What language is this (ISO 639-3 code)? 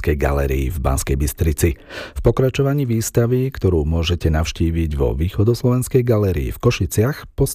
slk